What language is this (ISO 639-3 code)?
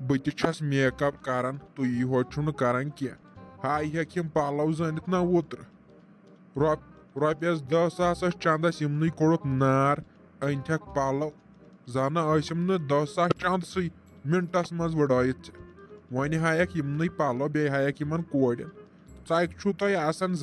kas